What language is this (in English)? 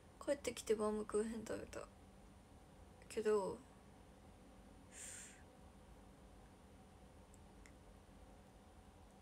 Japanese